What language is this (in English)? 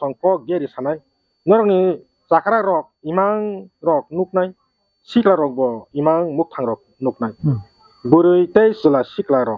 Kok Borok